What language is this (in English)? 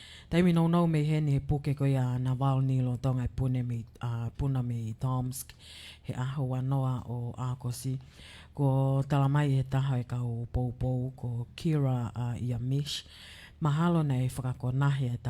Tongan